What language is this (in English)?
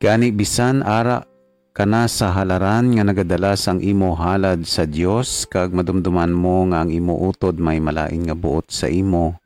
Hiligaynon